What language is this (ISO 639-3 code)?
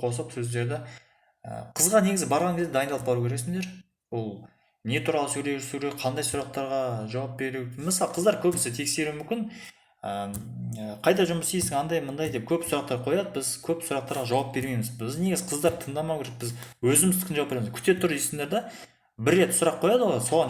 kaz